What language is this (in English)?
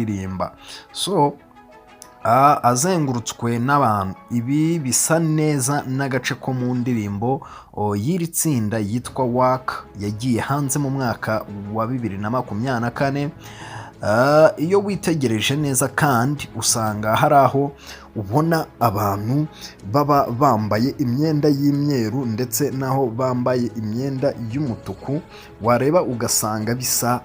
Kinyarwanda